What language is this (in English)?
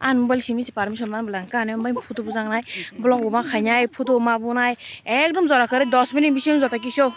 Kok Borok